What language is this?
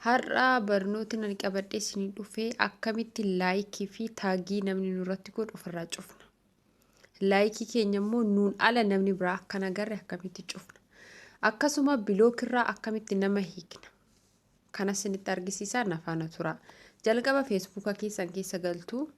Oromo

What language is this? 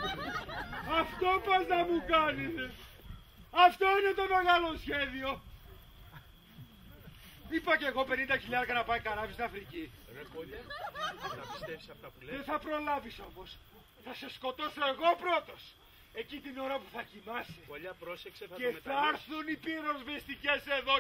Greek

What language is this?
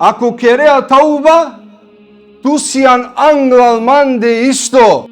Balkan Romani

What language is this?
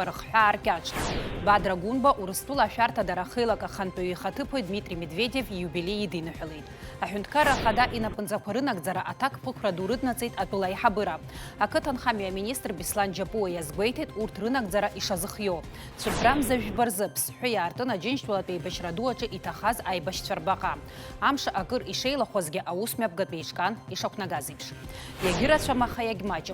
Abkhazian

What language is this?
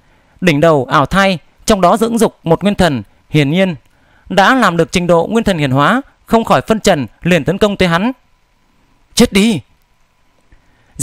Vietnamese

